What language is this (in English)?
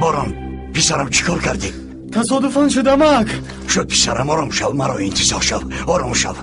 Tajik